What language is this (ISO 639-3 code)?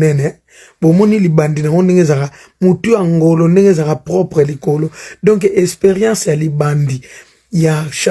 lin